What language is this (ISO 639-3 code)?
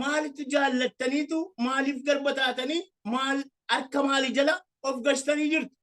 orm